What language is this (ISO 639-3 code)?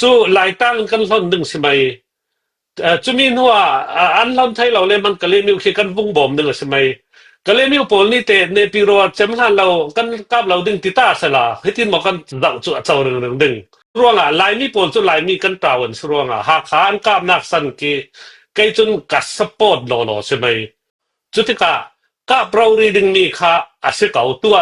cfm